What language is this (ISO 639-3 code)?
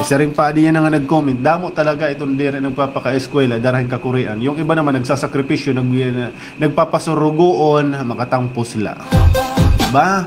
war